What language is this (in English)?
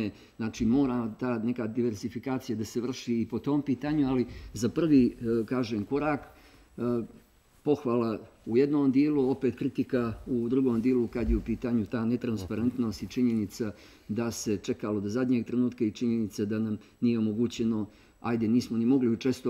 Bosnian